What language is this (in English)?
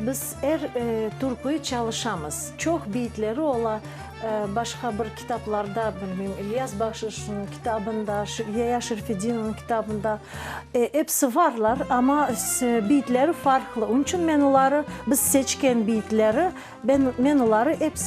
Crimean Tatar